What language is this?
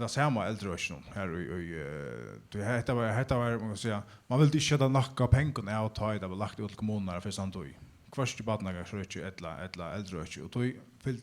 Faroese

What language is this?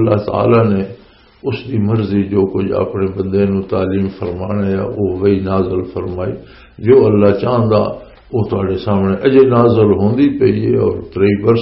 Western Panjabi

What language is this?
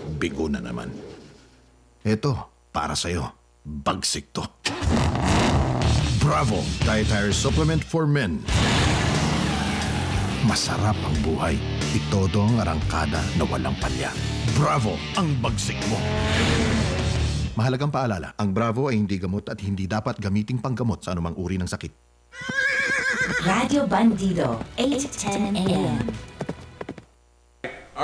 Filipino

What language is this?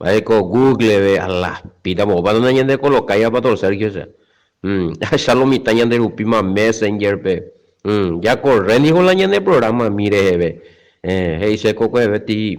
Guarani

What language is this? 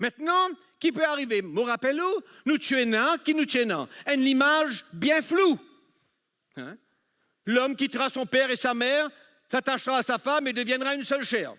Morisyen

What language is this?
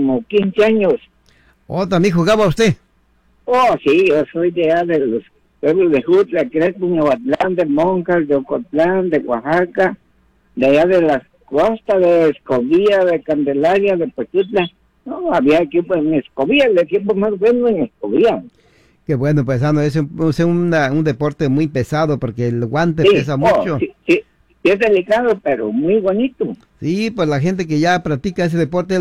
Spanish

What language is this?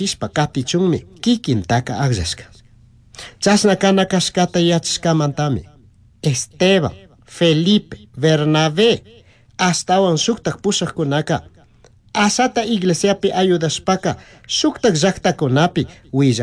Chimborazo Highland Quichua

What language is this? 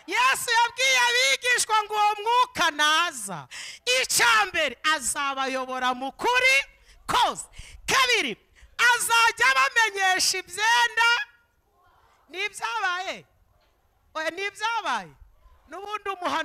Kinyarwanda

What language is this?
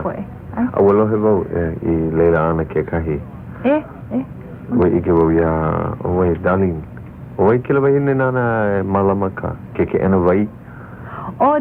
Hawaiian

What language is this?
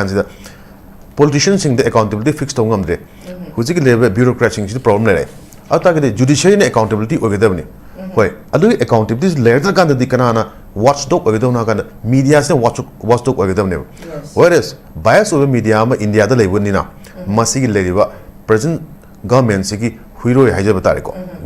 Manipuri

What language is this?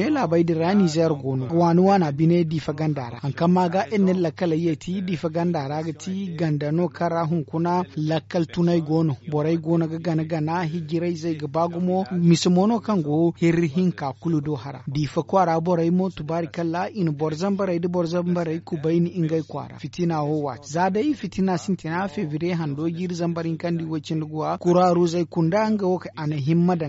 Zarma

